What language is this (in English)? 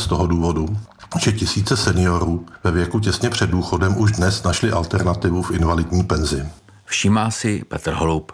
Czech